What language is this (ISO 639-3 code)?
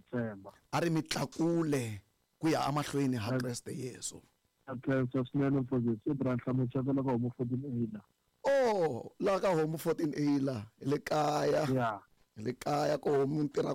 tso